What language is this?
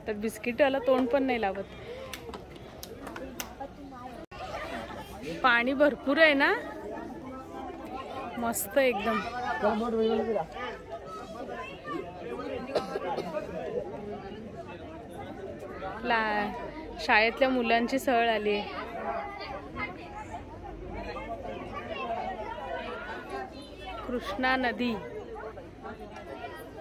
Marathi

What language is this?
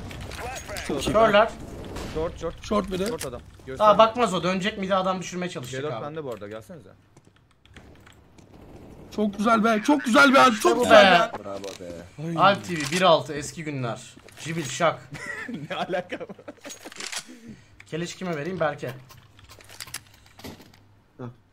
Turkish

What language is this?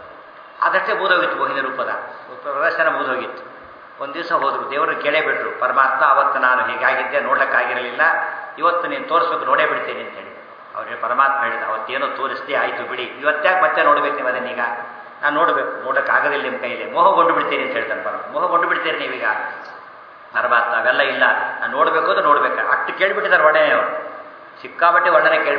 Kannada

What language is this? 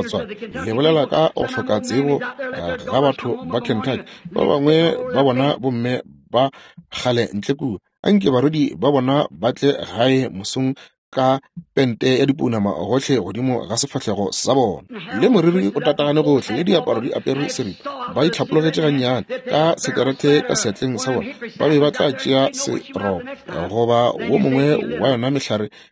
Northern Sotho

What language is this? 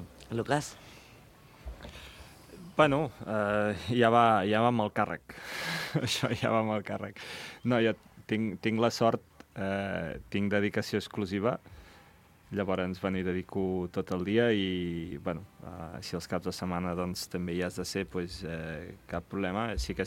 Catalan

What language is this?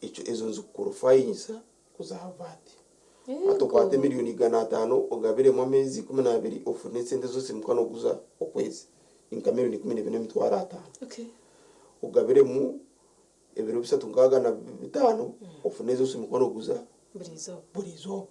Nyankole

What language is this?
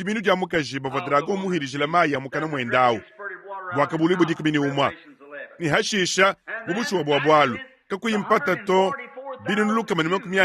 Luba-Lulua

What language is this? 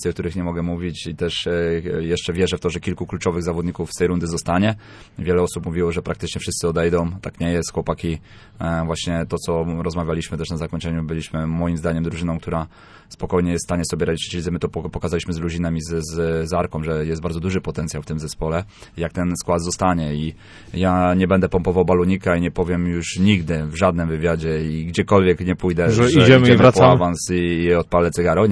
Polish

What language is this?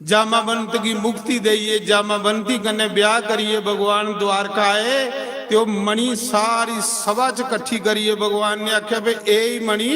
Dogri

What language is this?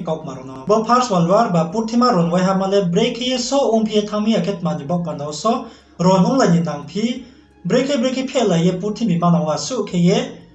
Riang (India)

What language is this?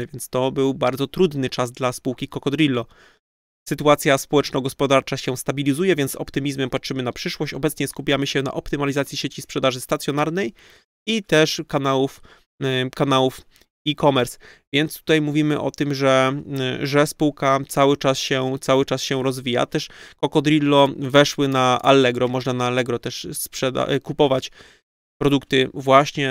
Polish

